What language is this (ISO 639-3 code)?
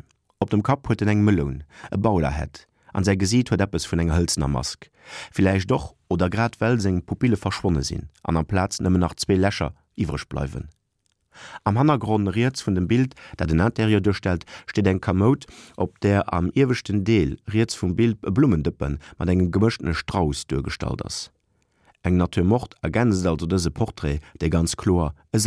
ltz